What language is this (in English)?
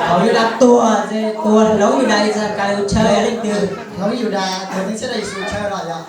Hmong